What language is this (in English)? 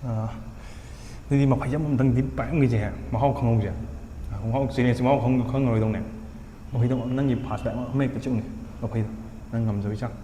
Manipuri